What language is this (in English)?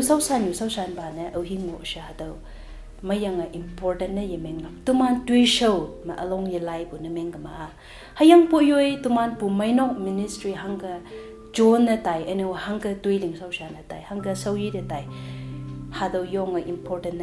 Konyak Naga